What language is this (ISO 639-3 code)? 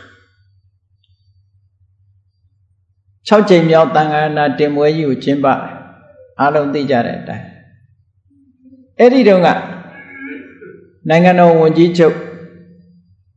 mya